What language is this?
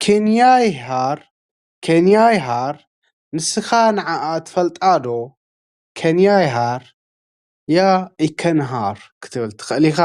Tigrinya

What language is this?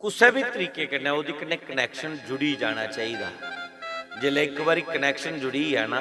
Dogri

